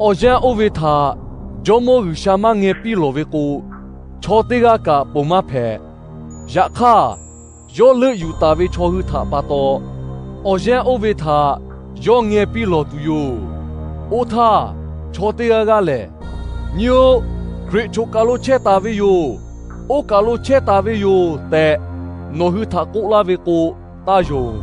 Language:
Lahu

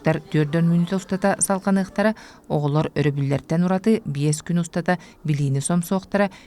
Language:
Yakut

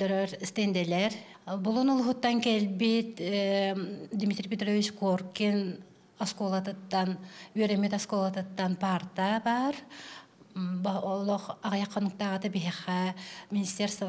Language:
Yakut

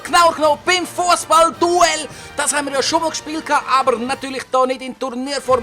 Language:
Swiss German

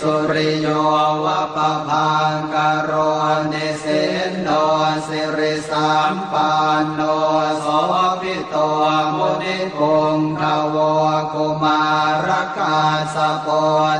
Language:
Pali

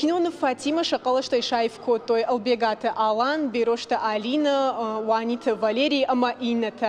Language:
Ossetic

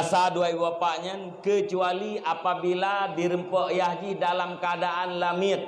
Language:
Achinese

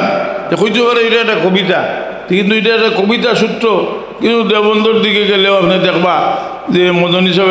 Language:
Sylheti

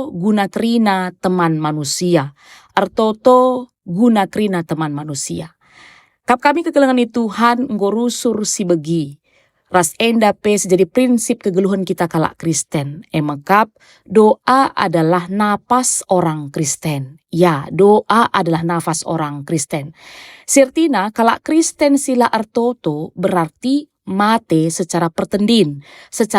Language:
Batak Karo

